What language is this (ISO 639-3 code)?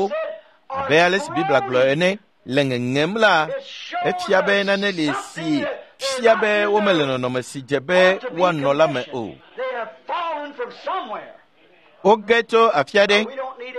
ewe